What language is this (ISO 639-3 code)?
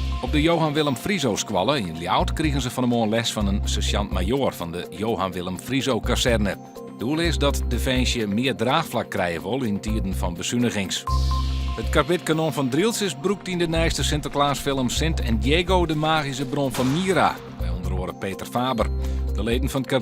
fry